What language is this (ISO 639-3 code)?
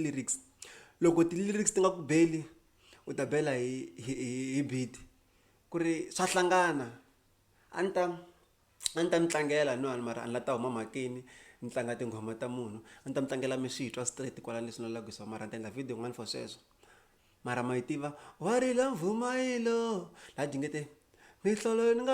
tso